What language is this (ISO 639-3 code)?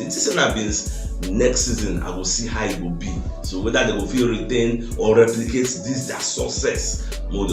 pcm